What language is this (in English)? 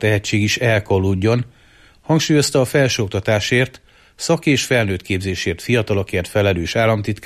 Hungarian